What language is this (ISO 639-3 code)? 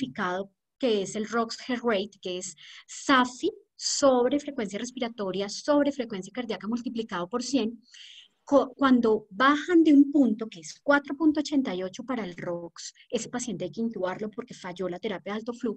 spa